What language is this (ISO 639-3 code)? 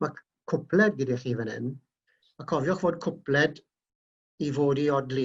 cym